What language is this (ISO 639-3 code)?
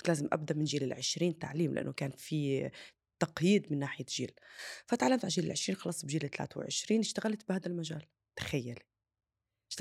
apc